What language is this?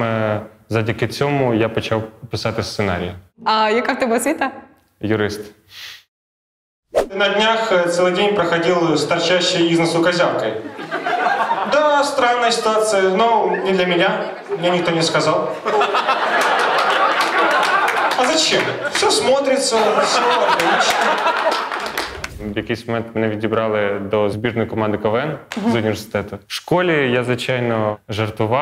Ukrainian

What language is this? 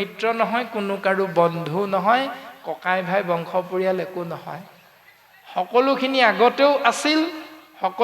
Assamese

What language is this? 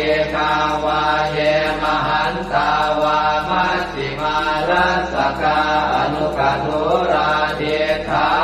Pali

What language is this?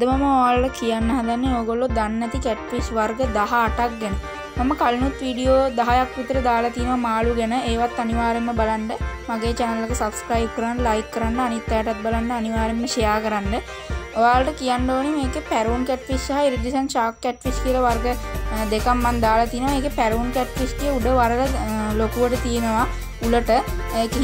Sinhala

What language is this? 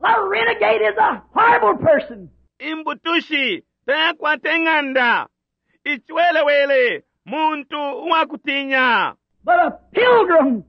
Bemba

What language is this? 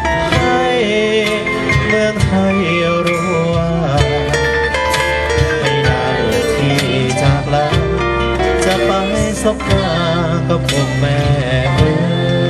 Thai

